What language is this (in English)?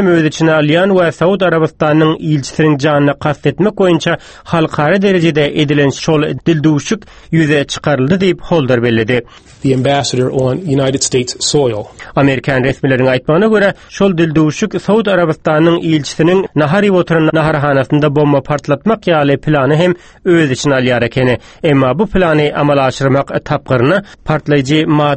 Turkmen